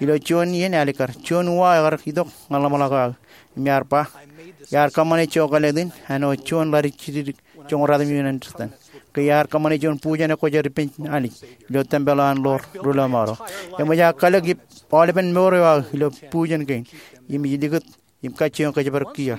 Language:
Marshallese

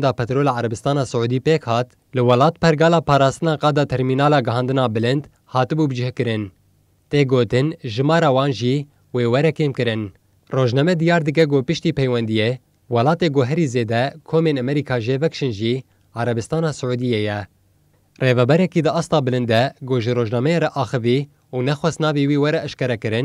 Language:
Kurdish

